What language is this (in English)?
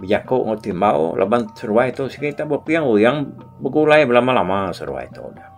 Iban